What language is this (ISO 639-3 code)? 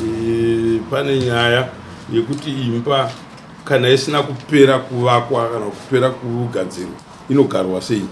sna